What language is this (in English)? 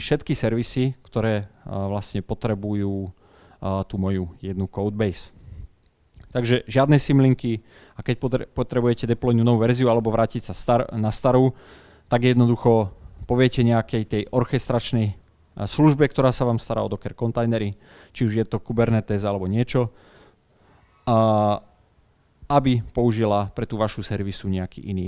Slovak